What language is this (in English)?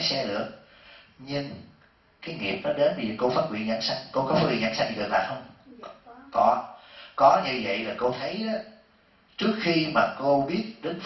Vietnamese